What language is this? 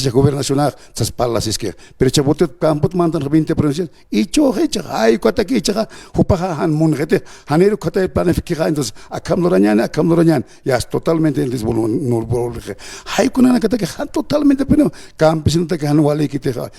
Aymara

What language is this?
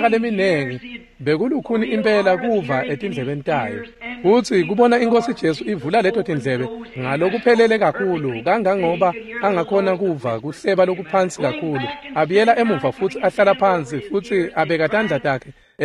Swati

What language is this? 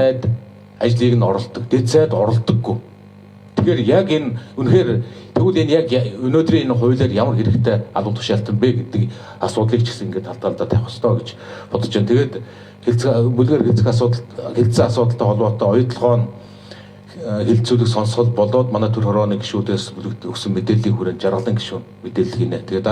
Mongolian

